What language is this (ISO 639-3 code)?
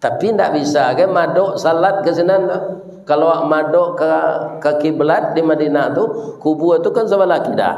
min